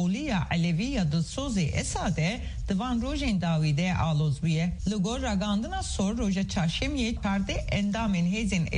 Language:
Kurdish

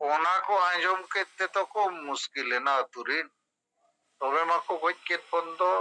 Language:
Santali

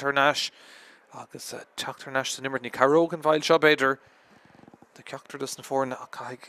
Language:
Irish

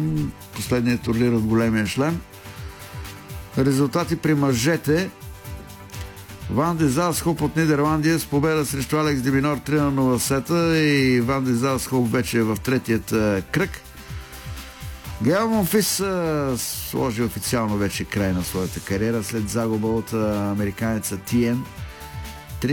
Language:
Bulgarian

